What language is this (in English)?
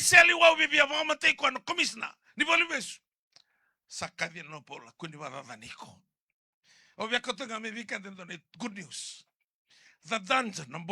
Fijian